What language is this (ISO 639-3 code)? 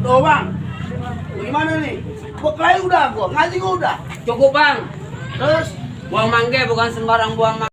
bew